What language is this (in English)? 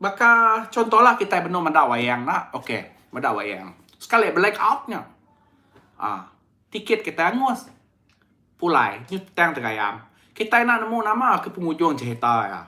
Iban